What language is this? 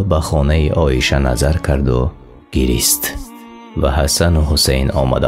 Tajik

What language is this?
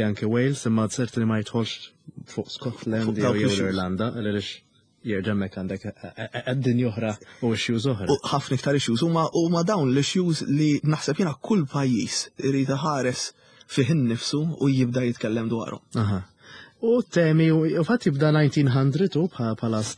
Maltese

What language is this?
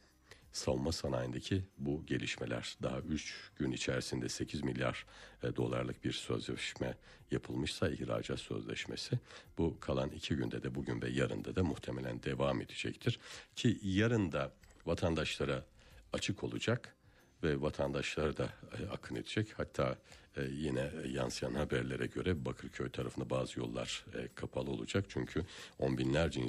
Turkish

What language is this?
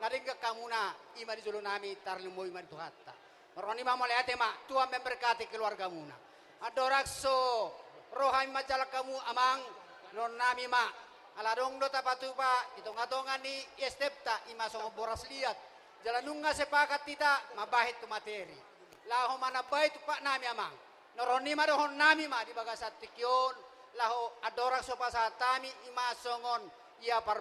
Batak Toba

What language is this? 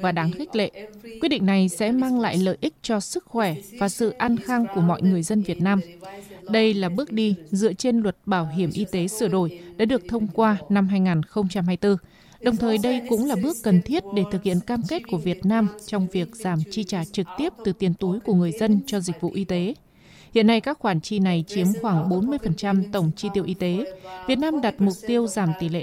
Vietnamese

